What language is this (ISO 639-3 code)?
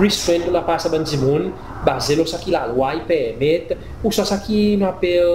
crs